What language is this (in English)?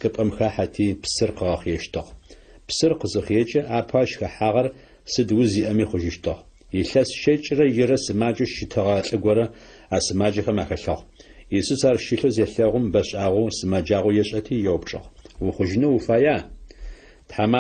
Adyghe